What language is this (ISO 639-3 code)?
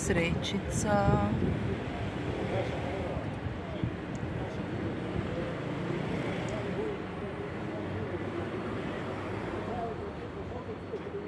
hrv